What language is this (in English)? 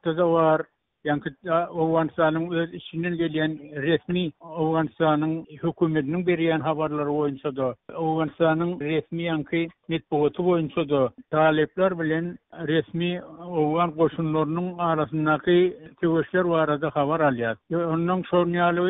Turkmen